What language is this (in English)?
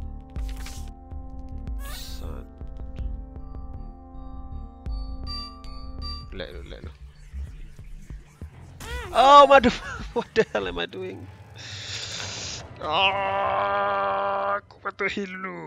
Malay